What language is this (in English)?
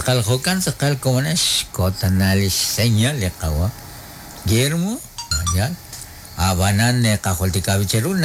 Kekchí